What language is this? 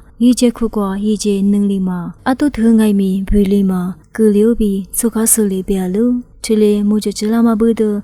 Lisu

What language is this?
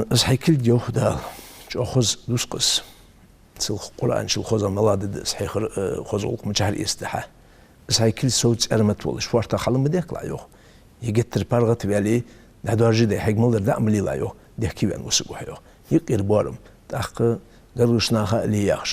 Ingush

